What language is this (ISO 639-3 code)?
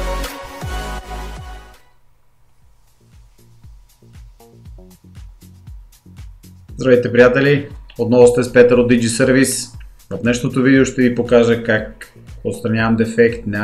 bul